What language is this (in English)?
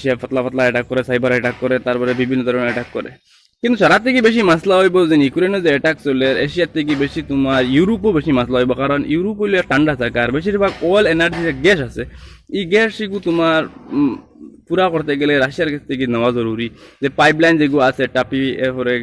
Sylheti